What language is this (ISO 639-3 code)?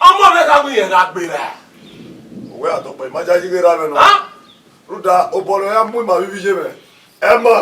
bin